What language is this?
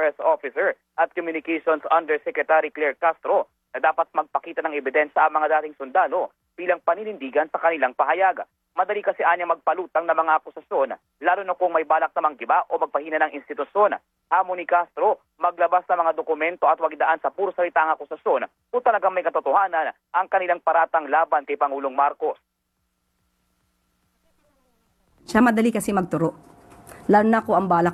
Filipino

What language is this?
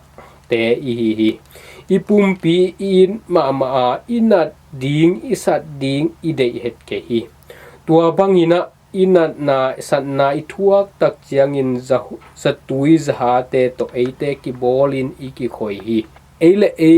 Tedim Chin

